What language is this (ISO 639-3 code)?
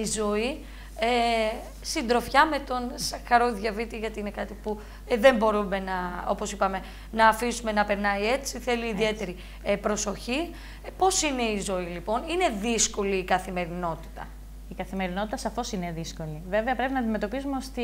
ell